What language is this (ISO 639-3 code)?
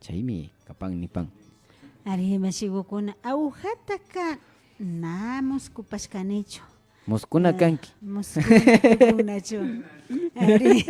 qvi